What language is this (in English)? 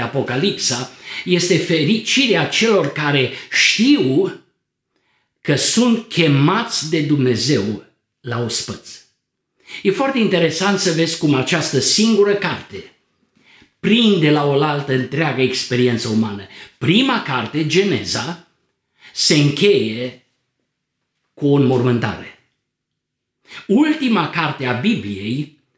Romanian